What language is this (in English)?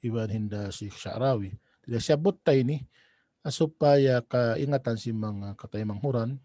Tausug